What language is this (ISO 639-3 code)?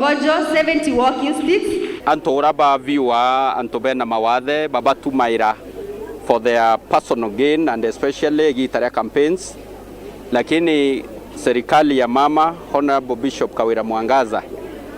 mer